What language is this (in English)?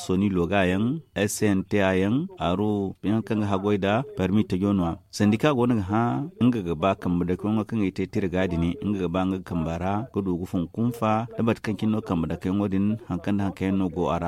Zarma